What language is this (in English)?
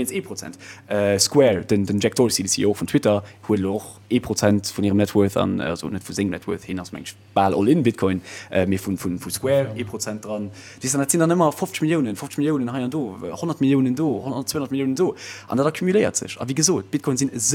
Luxembourgish